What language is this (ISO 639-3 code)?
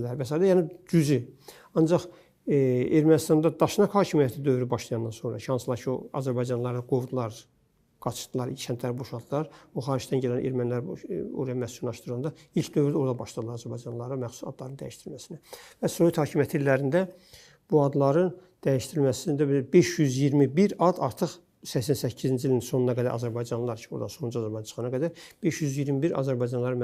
aze